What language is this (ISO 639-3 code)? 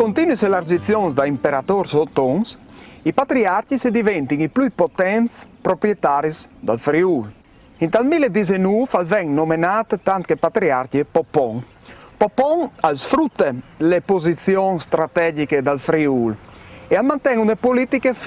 fur